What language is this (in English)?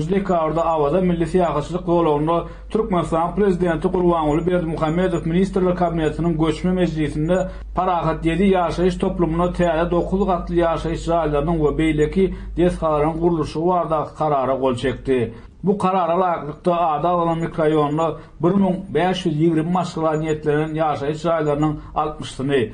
Turkmen